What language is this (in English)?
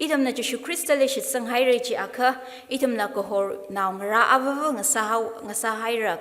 Tangkhul Naga (India)